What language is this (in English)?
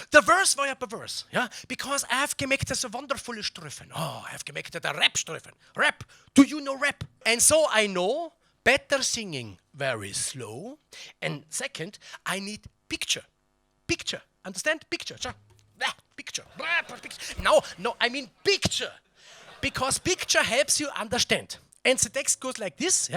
Bavarian